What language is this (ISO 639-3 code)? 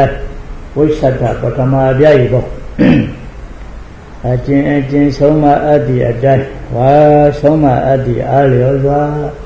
mya